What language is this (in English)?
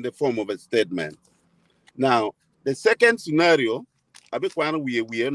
Acoli